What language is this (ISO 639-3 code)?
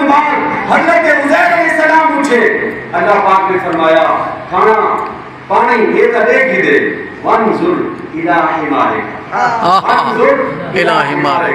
skr